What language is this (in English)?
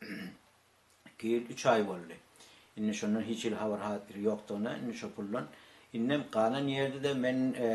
Turkmen